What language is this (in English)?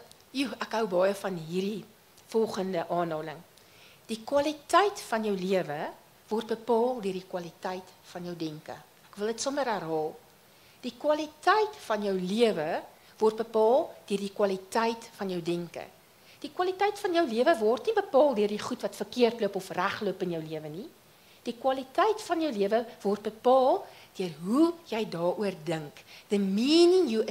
Afrikaans